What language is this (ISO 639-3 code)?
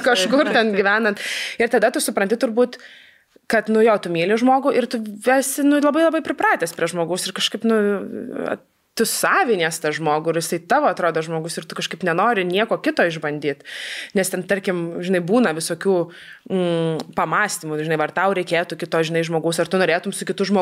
lit